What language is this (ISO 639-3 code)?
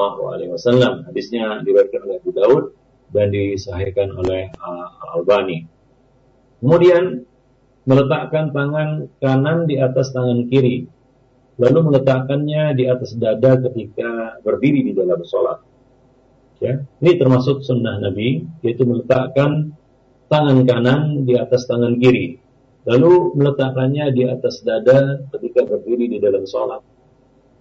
ind